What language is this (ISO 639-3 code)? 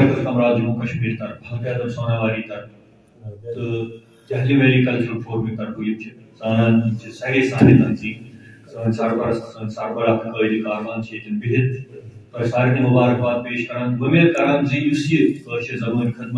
kas